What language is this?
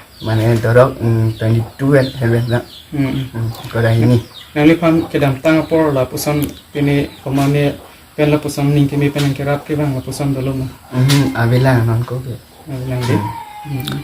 Karbi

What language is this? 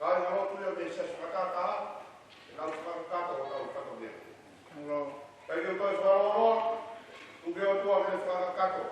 Tongan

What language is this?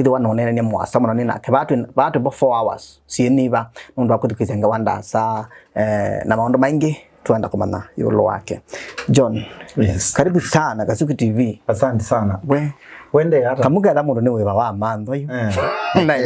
Kamba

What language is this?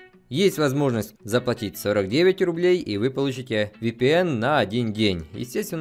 Russian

